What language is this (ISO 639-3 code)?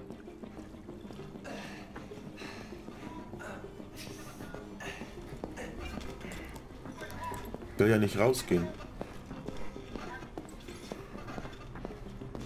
deu